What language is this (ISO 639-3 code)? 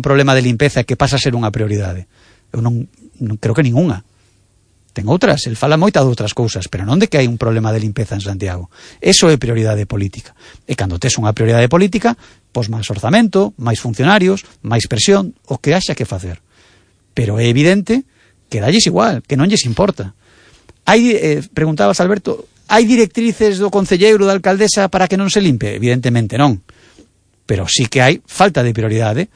glg